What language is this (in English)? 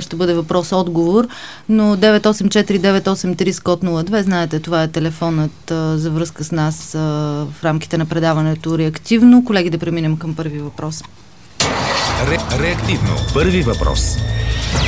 Bulgarian